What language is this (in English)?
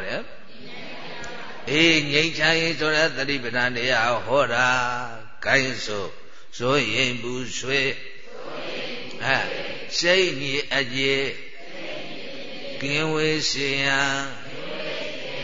Burmese